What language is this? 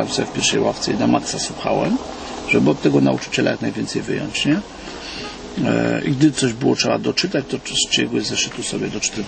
Polish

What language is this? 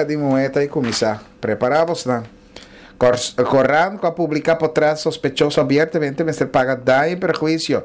Papiamento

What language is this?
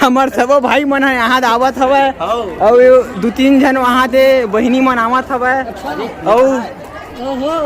Chhattisgarhi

